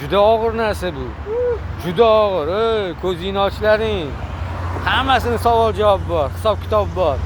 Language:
Uzbek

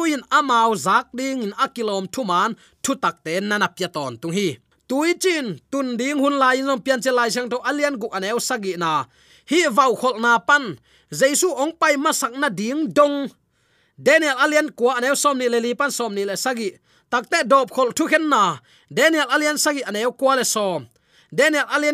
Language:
Tedim Chin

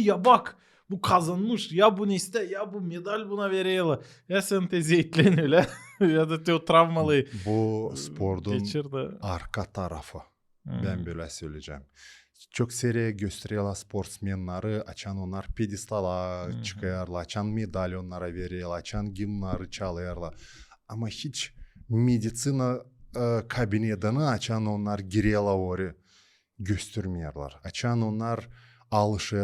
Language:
Gagauz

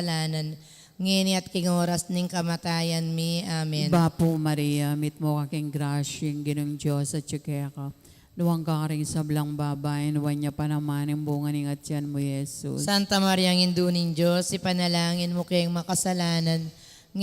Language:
Pampanga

